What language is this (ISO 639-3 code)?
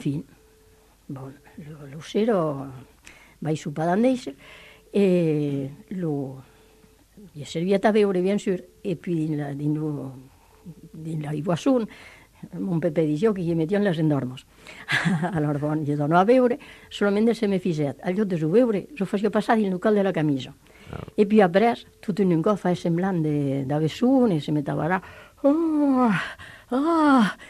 ita